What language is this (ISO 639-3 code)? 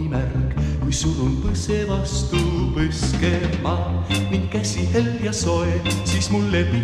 est